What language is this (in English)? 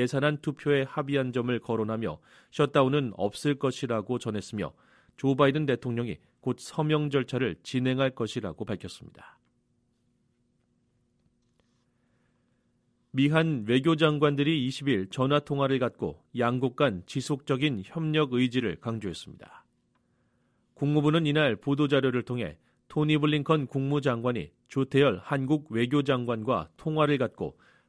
Korean